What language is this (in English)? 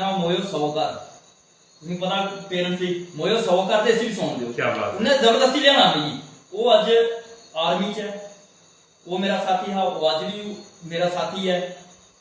Dogri